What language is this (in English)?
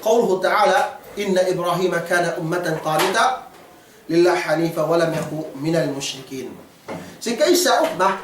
Yakan